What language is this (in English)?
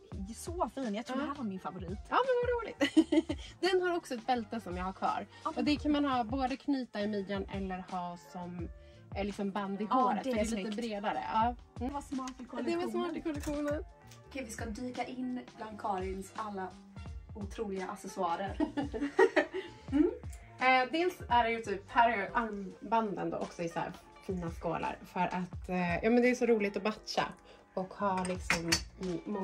Swedish